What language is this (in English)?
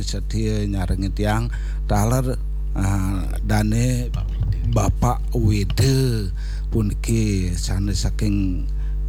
Balinese